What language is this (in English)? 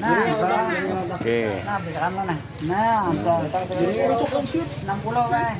Banjar